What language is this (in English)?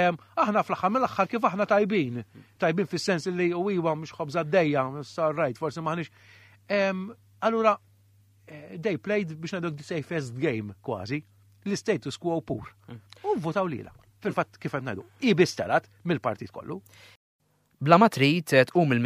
Maltese